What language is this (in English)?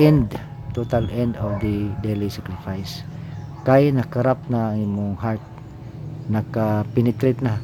Cebuano